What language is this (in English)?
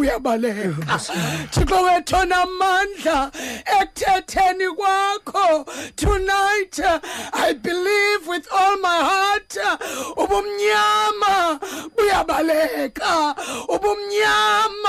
Xhosa